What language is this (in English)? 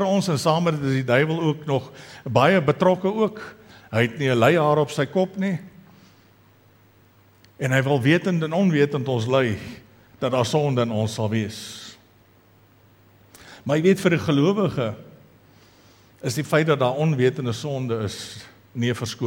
Afrikaans